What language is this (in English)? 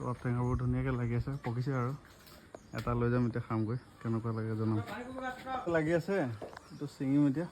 Assamese